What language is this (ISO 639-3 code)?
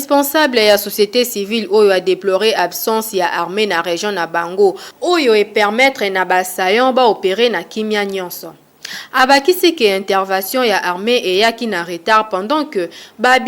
lin